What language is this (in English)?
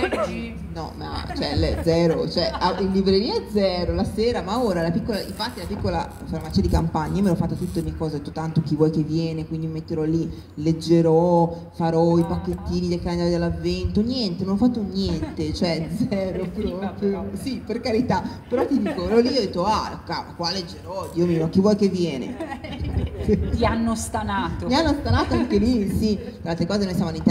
Italian